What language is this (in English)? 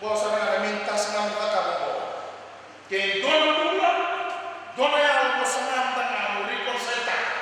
Fijian